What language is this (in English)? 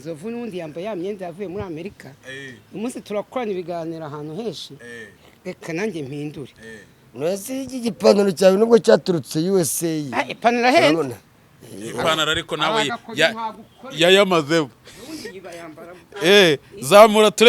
Kinyarwanda